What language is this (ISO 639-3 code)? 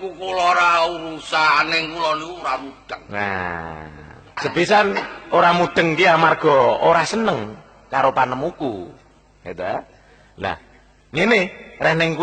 jav